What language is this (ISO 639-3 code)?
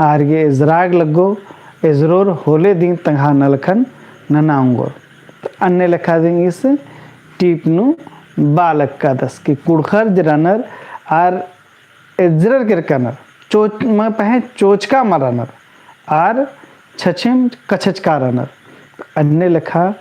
kru